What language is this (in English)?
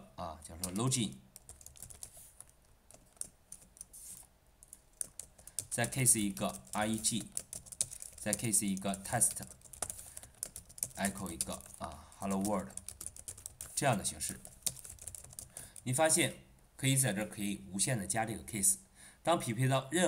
Chinese